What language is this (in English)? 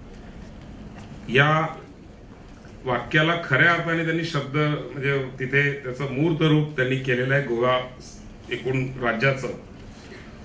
Marathi